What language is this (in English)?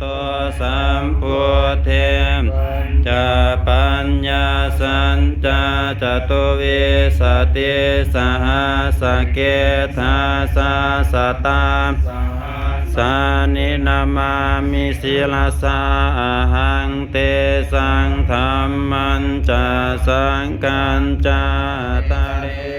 Pali